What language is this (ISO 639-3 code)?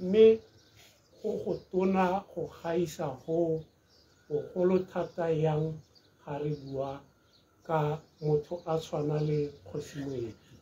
tsn